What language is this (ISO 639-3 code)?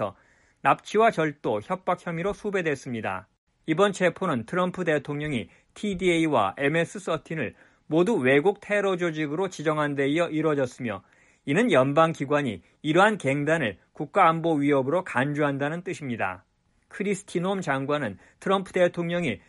kor